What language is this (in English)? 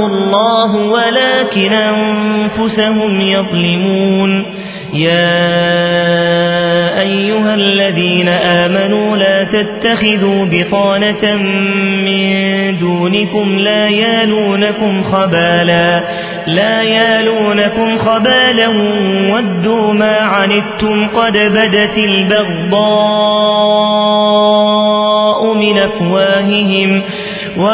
Arabic